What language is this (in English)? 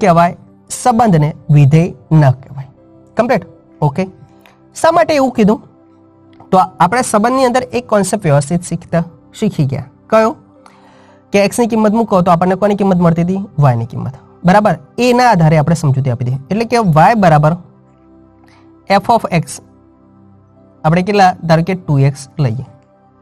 Gujarati